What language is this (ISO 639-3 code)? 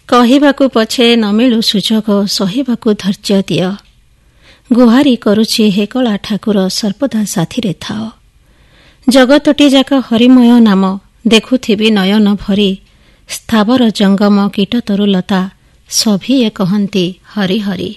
ori